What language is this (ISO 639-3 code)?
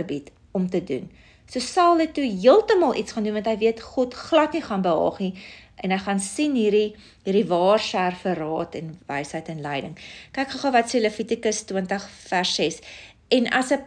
afr